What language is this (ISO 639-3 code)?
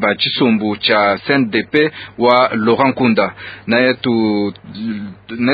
lua